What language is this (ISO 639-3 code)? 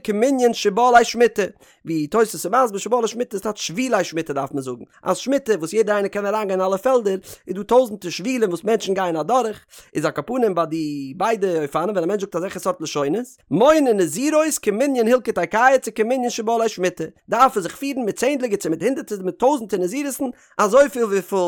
yid